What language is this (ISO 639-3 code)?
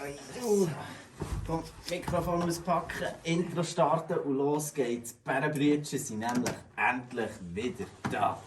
gsw